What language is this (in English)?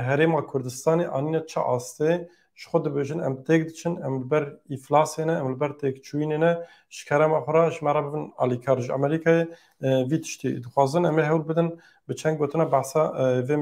Kurdish